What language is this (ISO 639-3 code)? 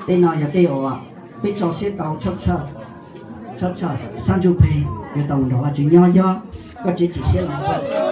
hmn